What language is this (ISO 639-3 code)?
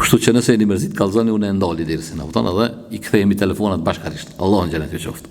sqi